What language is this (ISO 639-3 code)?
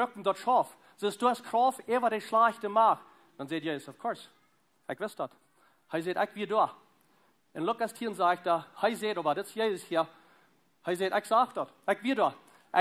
pdt